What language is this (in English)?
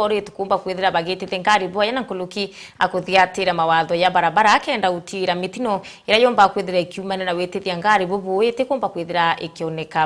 Meru